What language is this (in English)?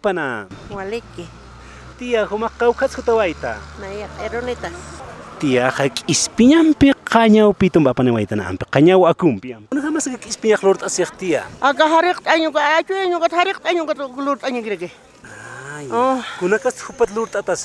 Aymara